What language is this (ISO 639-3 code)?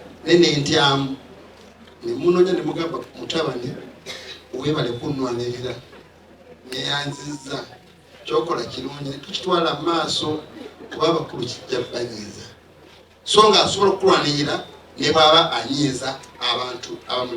lug